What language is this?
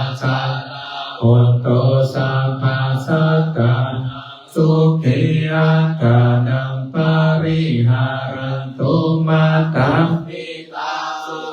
Pali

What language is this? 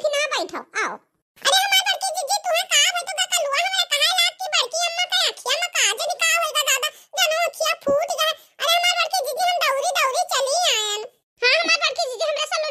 Awadhi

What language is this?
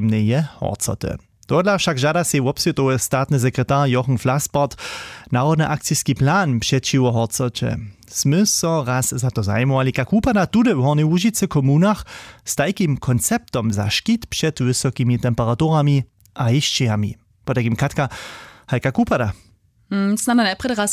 Upper Sorbian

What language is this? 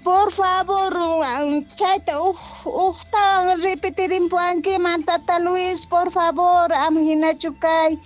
Quechua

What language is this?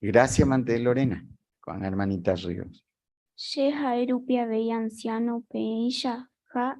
Guarani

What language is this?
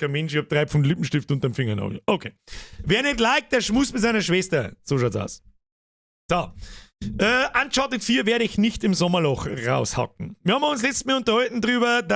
Bavarian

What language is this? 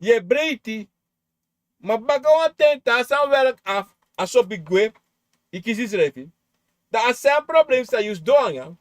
Sranan Tongo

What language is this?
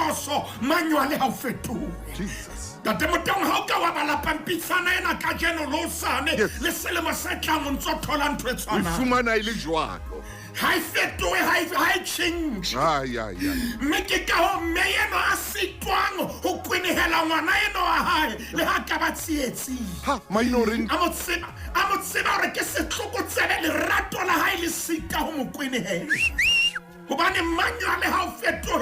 Southern Sotho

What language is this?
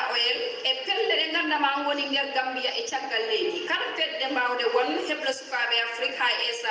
Fula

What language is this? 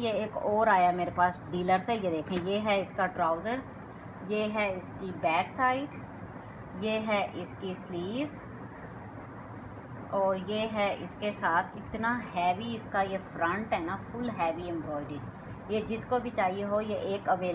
Hindi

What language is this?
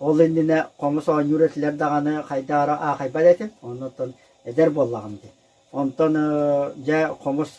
Yakut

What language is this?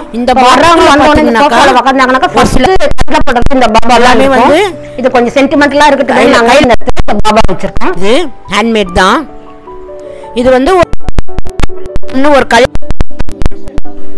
Tamil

